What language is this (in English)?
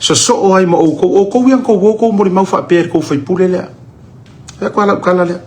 Samoan